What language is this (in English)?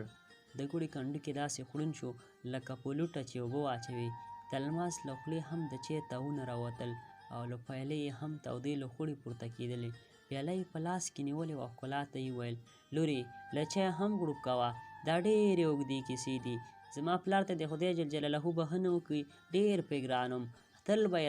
Pashto